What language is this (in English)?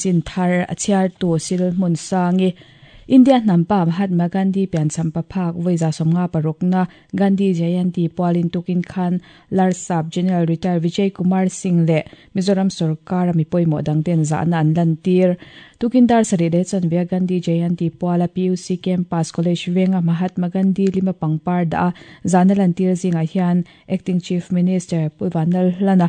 Mizo